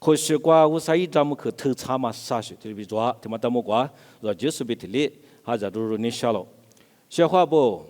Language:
Lisu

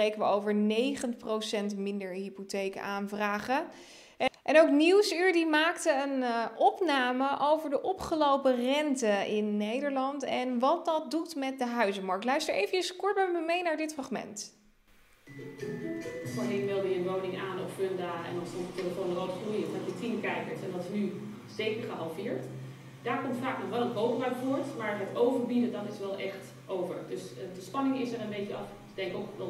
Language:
Dutch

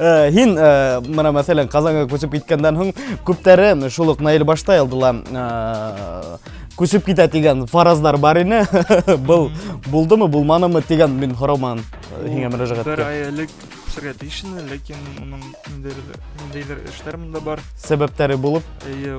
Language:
Bashkir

